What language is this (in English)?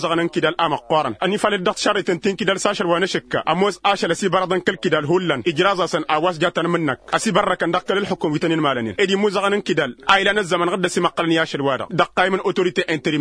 Tamasheq